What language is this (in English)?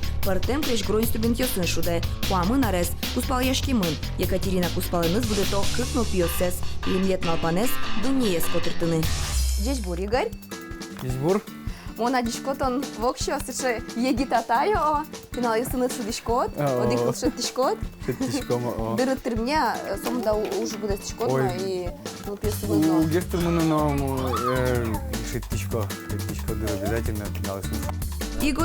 Udmurt